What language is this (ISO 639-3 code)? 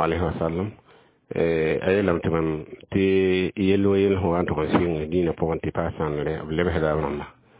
mos